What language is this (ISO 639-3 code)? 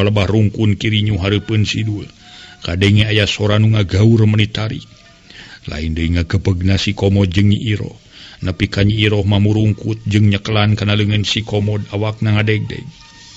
sun